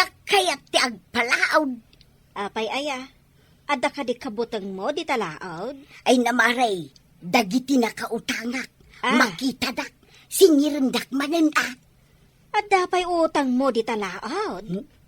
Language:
Iloko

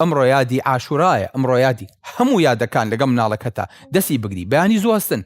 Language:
Central Kurdish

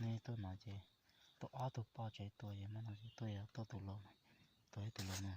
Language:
Hmong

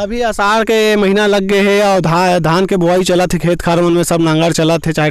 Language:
Chhattisgarhi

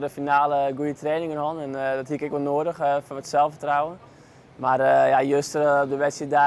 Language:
Western Frisian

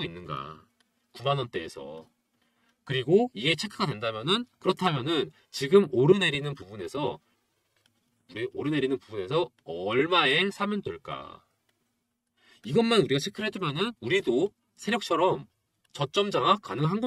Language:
Korean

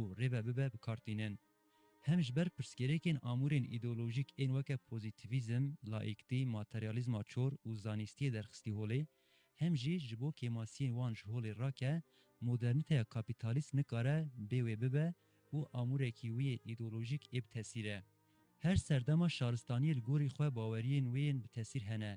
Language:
Kurdish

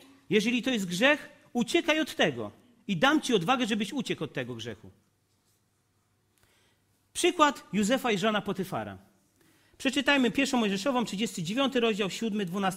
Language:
Polish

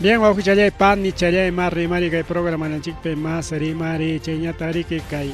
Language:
Ayacucho Quechua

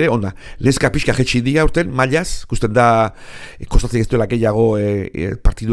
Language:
Basque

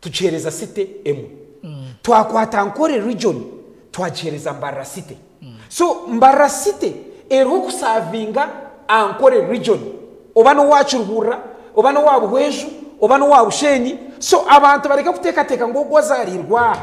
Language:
Nyankole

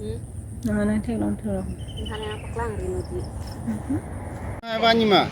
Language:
Karbi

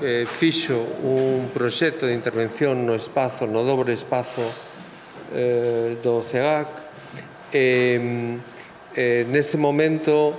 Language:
Galician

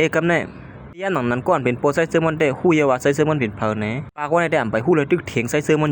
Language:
Shan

